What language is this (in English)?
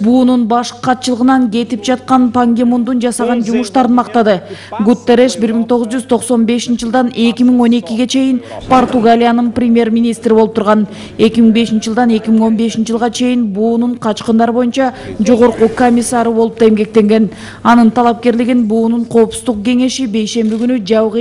Kyrgyz